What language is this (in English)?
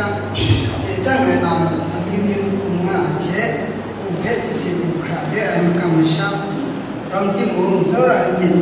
Kachin